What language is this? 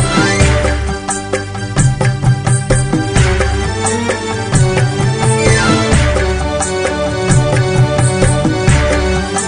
Malayalam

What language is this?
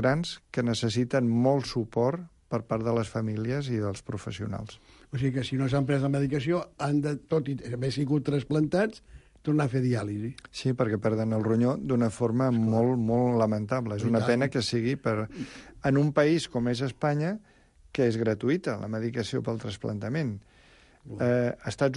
Catalan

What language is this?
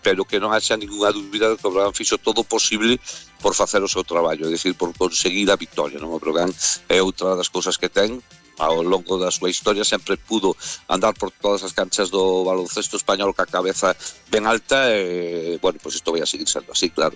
Galician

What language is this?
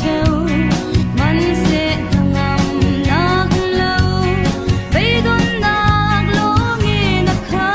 Falam Chin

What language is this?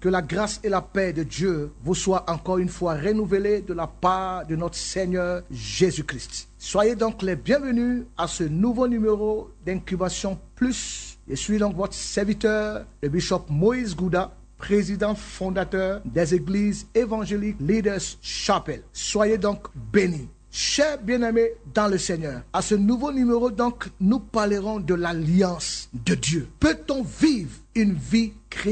French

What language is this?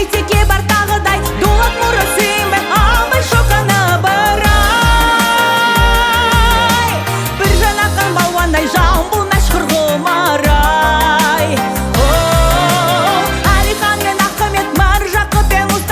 Kazakh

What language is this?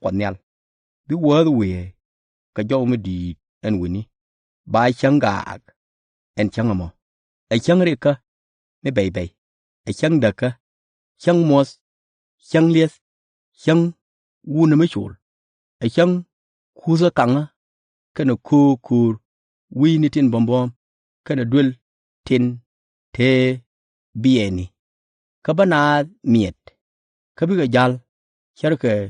Nuer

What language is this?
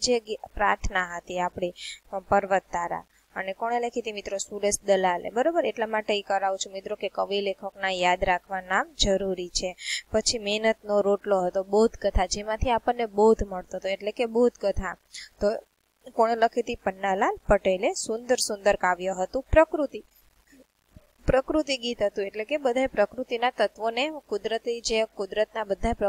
Gujarati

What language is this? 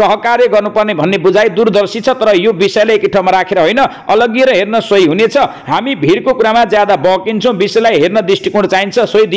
Nepali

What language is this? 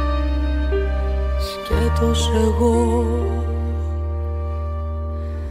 Greek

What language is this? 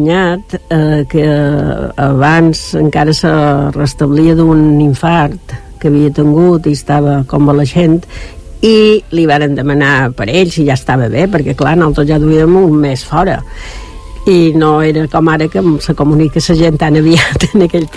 Catalan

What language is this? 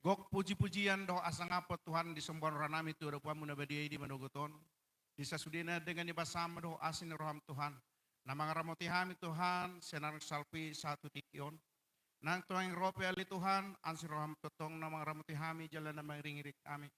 Batak Toba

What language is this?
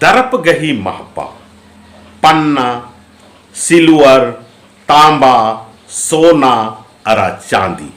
Kurukh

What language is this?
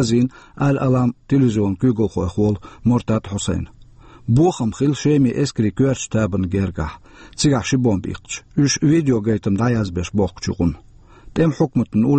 Chechen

